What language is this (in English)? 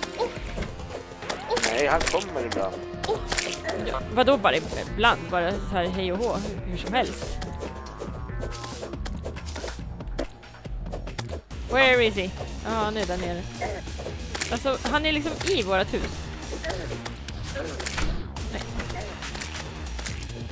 Swedish